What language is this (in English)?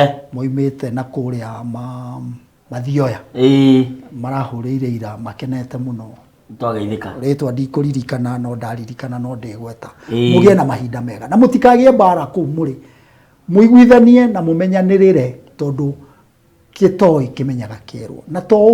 Kikuyu